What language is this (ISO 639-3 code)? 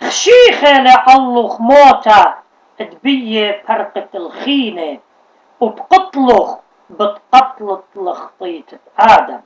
aii